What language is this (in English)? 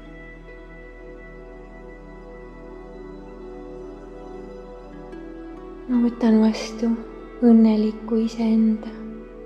Estonian